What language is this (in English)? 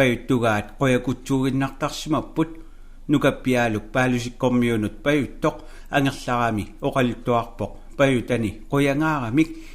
Kalaallisut